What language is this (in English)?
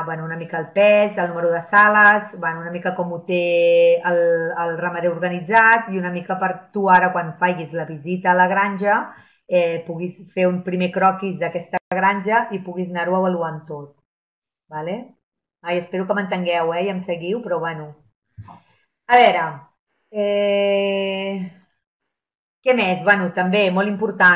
Catalan